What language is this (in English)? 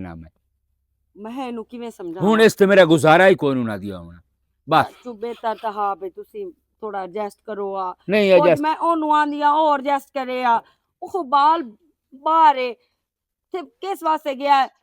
Western Panjabi